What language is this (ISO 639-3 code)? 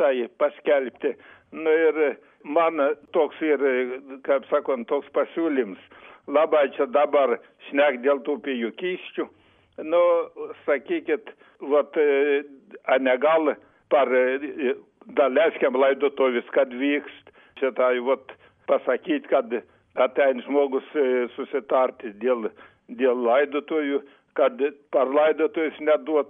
lit